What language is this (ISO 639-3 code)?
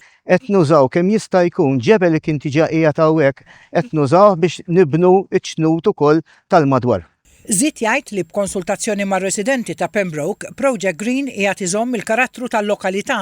mlt